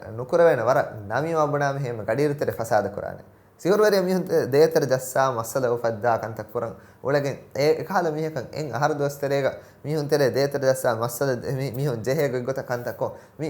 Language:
Divehi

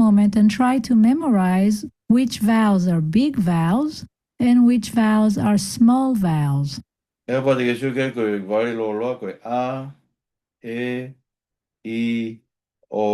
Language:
Tongan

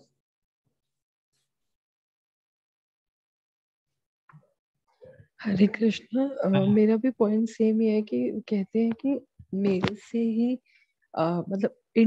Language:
Hindi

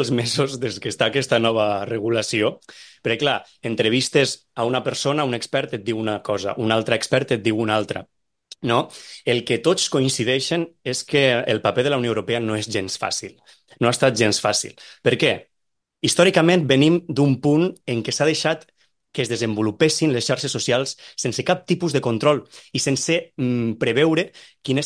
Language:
Catalan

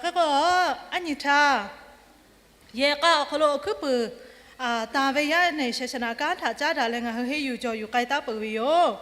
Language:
Lahu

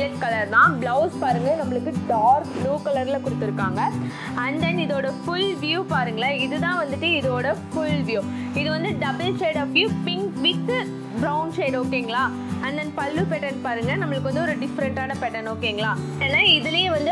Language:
Tamil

